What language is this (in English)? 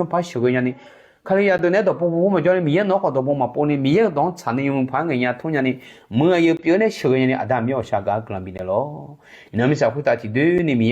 Akha